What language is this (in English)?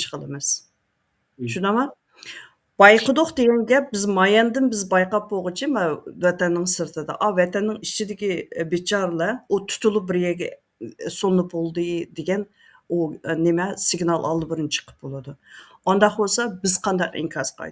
Uyghur